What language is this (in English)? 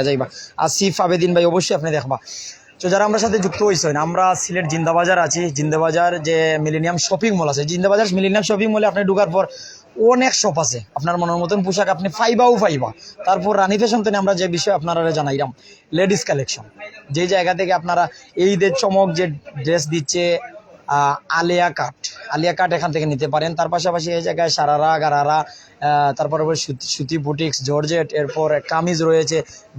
Sylheti